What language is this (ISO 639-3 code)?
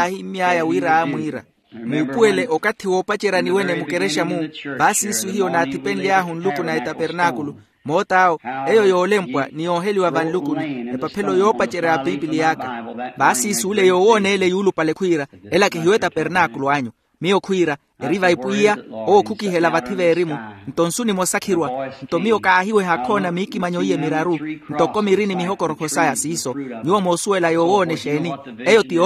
vmw